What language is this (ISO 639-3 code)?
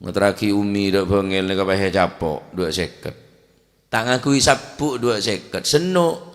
mad